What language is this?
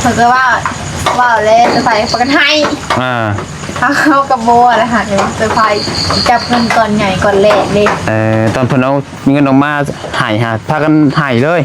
Northeastern Thai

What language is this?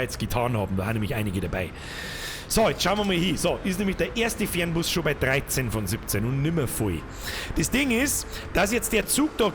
Bavarian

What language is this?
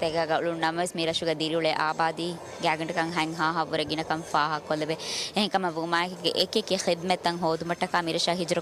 Divehi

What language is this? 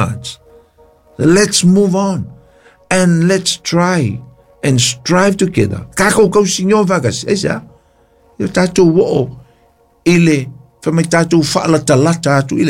Samoan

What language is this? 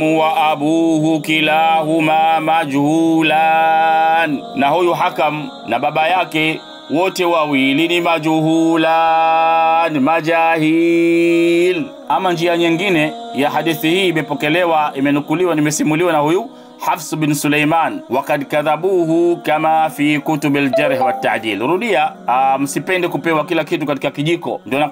Swahili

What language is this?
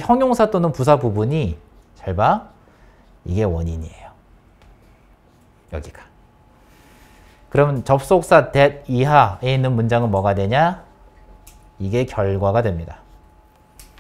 Korean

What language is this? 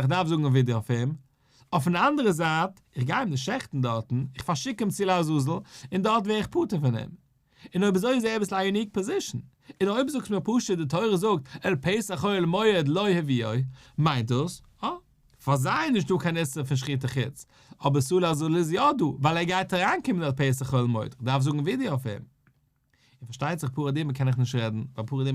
Yiddish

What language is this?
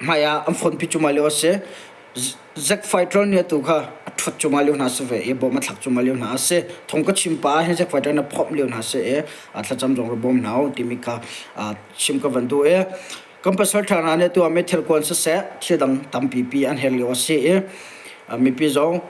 Hakha Chin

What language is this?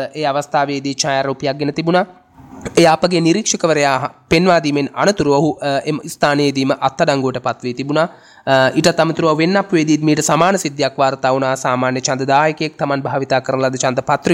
Sinhala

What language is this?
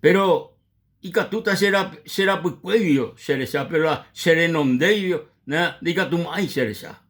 Guarani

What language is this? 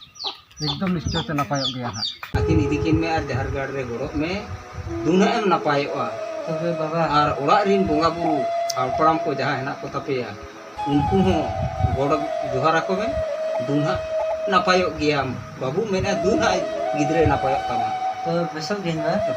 Santali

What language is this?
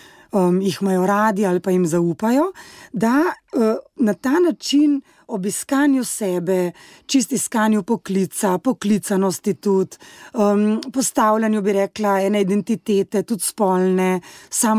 Slovenian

